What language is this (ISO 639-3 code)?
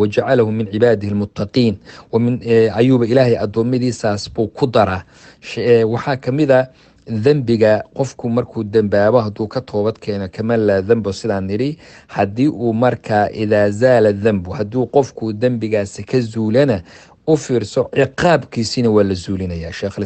som